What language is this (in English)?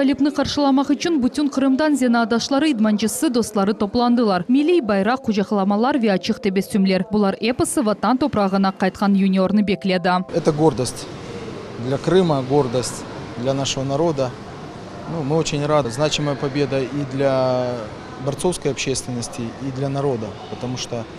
Crimean Tatar